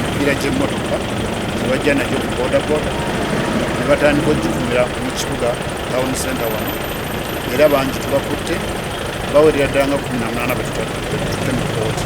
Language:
Ganda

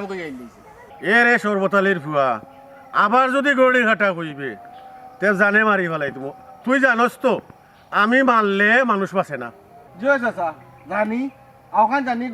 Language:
Sylheti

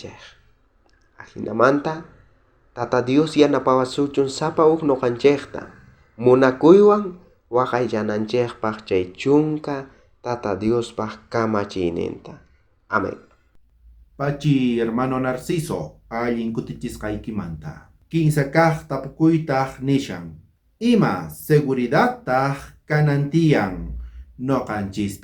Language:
South Bolivian Quechua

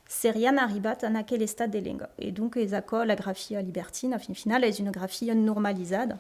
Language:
Occitan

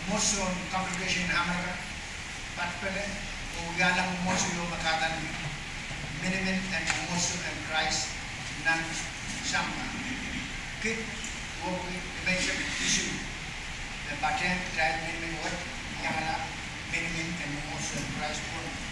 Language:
Pohnpeian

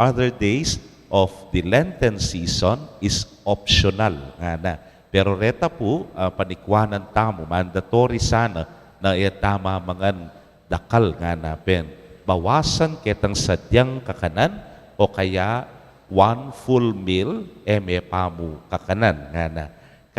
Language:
Pampanga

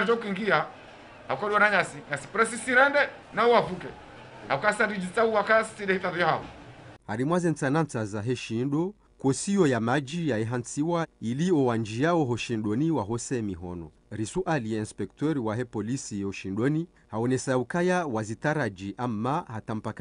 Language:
Ngazidja Comorian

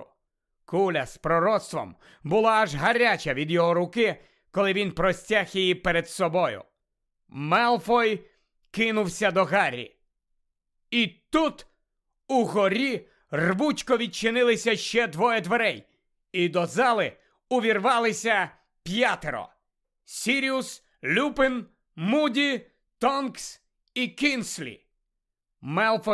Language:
Ukrainian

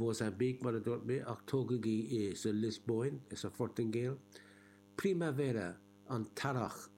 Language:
Irish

